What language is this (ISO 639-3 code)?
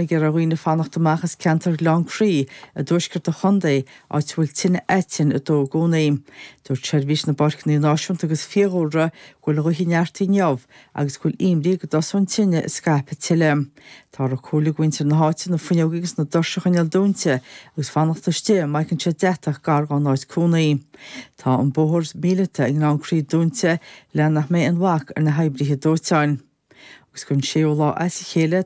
gle